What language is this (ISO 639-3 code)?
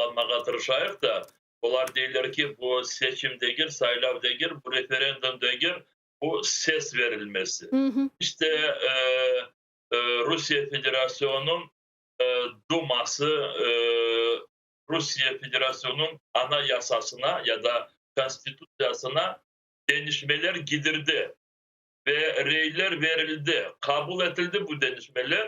crh